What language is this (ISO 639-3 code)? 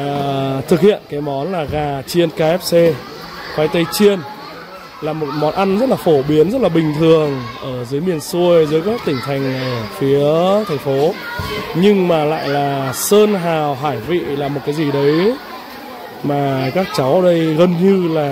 vie